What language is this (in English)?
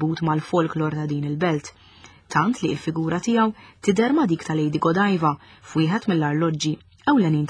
Maltese